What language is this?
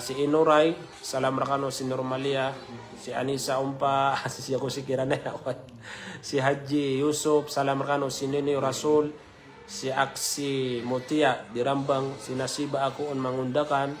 Maranao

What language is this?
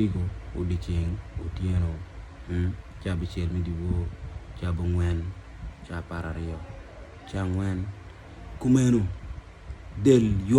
Acoli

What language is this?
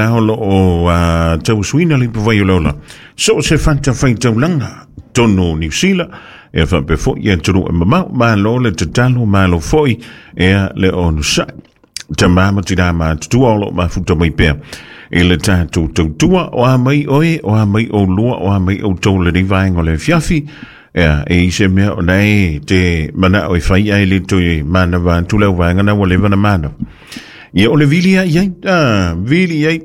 Samoan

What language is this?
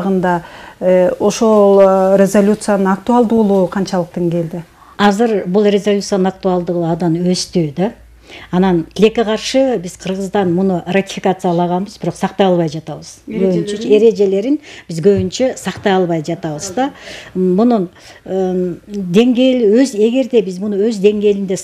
Kyrgyz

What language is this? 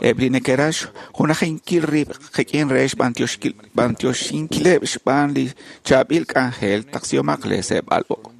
Kekchí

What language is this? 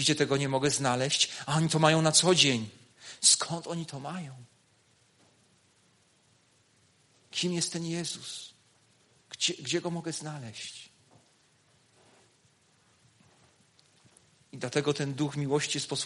Polish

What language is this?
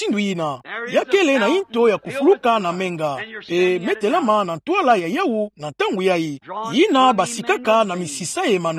Kituba (Democratic Republic of Congo)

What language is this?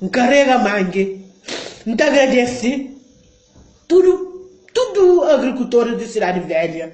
Kabuverdianu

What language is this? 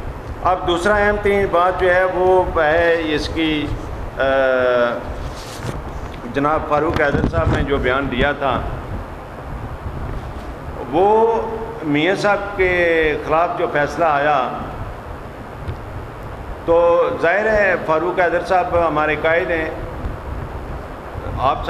Urdu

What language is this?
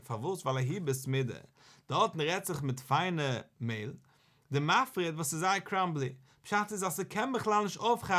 Yiddish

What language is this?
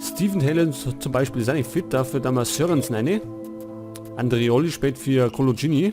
Bavarian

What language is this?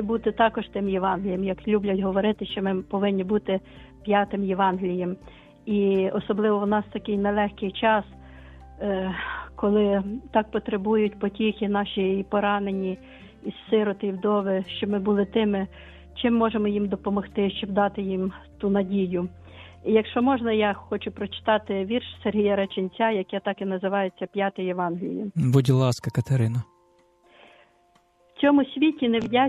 Ukrainian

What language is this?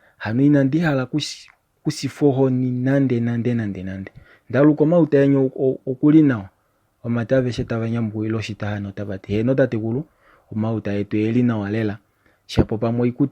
Kuanyama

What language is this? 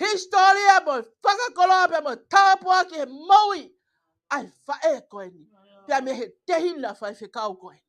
Tongan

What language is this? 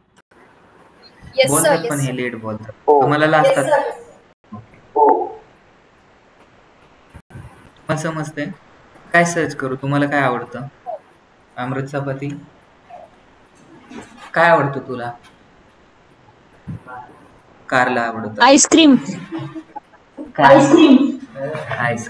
Marathi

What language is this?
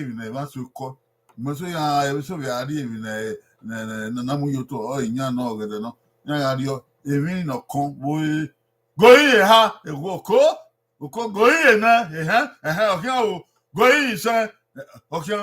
Bini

